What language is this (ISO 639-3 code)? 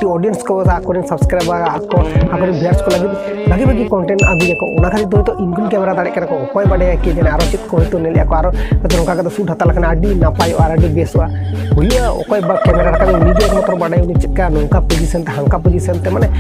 sat